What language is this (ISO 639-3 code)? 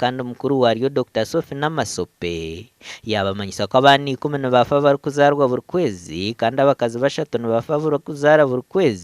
nyn